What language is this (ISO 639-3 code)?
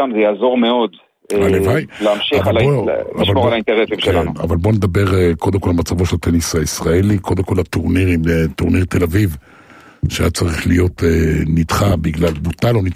heb